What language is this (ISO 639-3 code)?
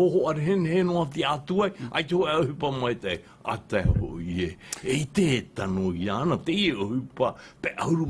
tah